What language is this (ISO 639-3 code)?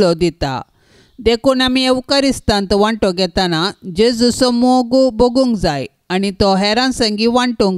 kok